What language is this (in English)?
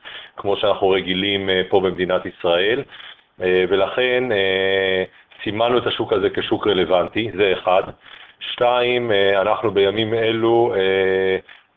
Hebrew